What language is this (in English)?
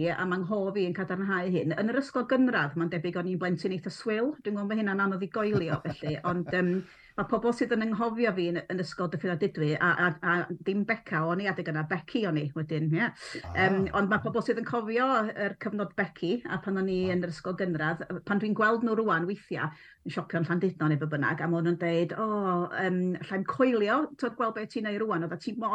Welsh